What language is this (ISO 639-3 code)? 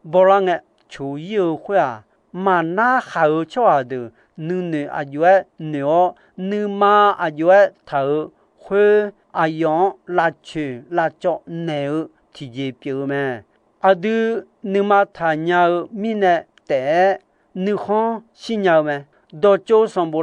ahk